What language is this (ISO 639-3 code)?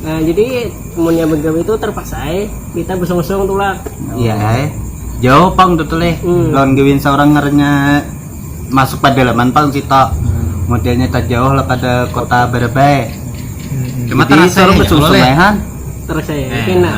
bjn